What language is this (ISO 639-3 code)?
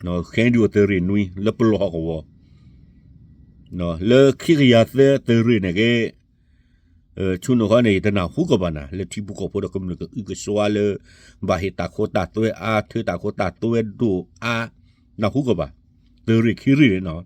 ksw